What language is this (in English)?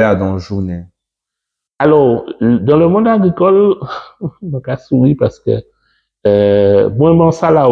Guadeloupean Creole French